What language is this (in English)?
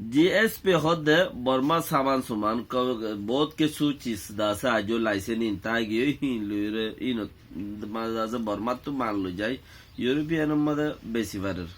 Rohingya